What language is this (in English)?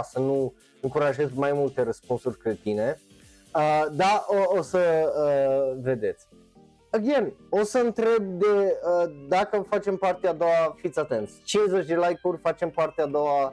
Romanian